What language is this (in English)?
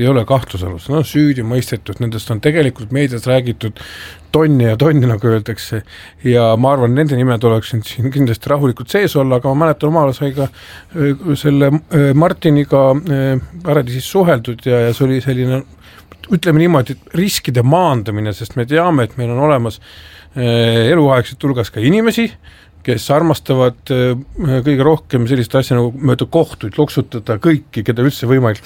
Estonian